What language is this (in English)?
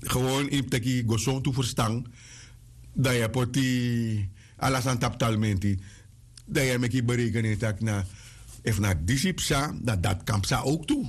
Sranan Tongo